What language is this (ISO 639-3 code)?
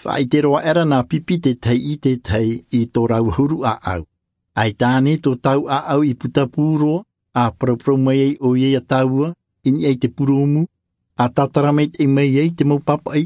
tah